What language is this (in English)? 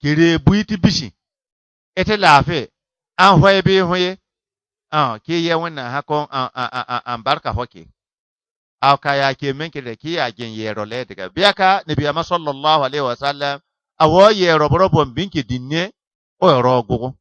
Bissa